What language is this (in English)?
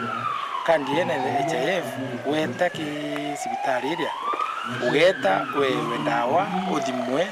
Meru